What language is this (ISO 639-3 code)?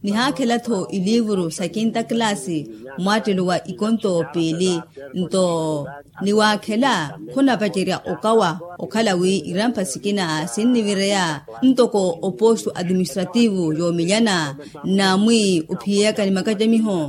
vmw